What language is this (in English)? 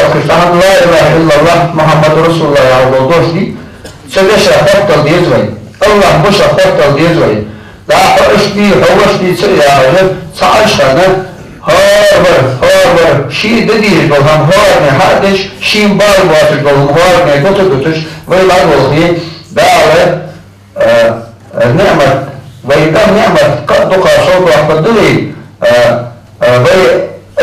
Ingush